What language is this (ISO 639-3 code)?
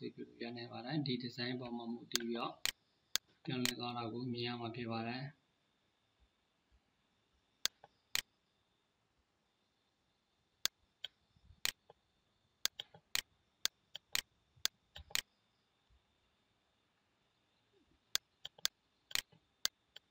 mya